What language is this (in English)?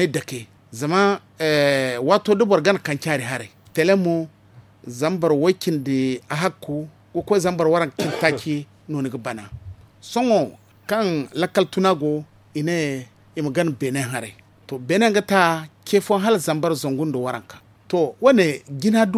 Zarma